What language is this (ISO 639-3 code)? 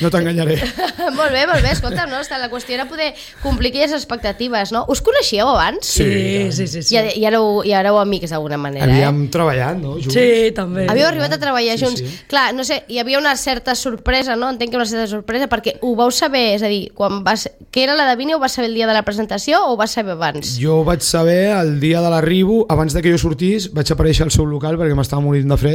cat